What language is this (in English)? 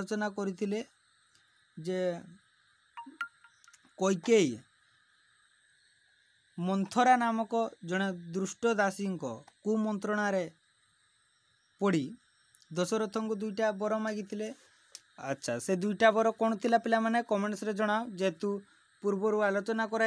Odia